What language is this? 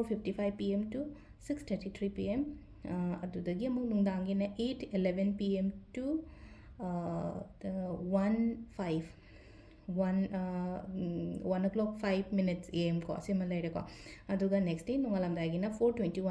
Manipuri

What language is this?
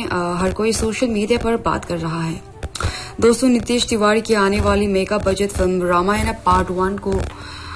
Hindi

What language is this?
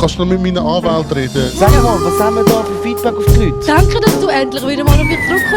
Swiss German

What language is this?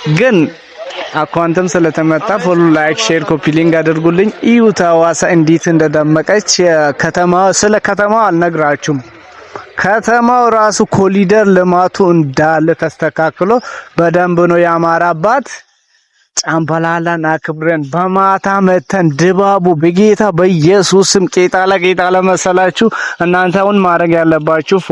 Amharic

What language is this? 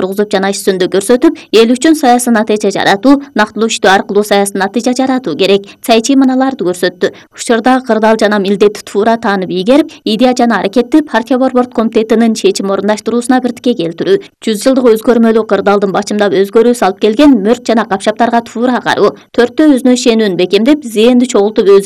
Kyrgyz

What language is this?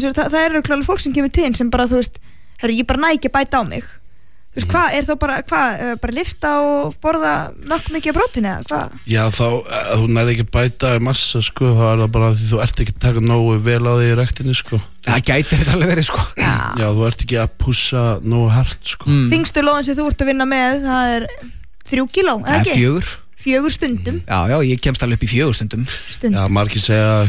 Icelandic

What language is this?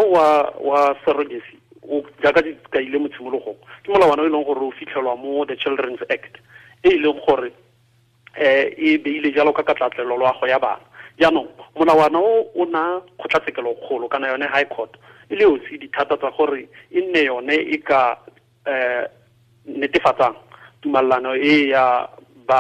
Tswana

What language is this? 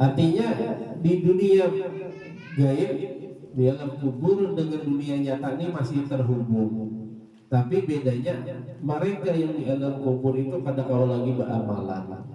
Banjar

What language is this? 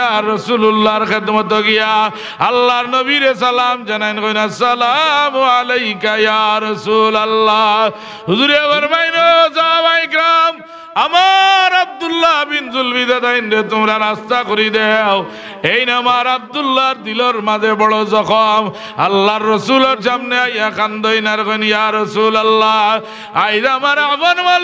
Sylheti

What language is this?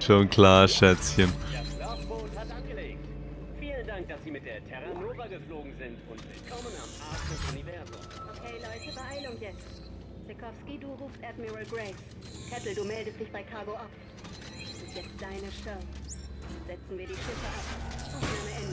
Swiss German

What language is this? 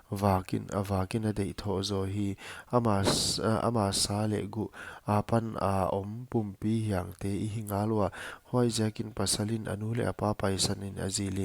Paite Chin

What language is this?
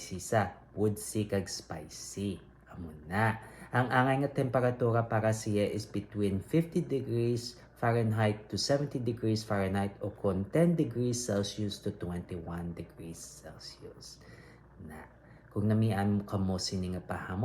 Hiligaynon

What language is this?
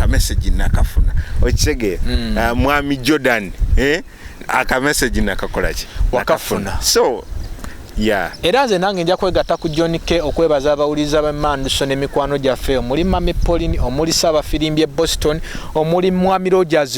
Ganda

